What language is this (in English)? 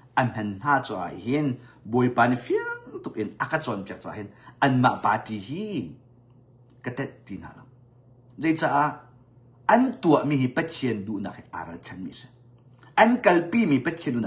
Hakha Chin